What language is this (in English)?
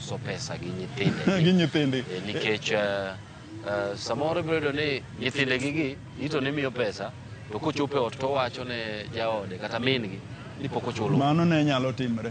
Luo (Kenya and Tanzania)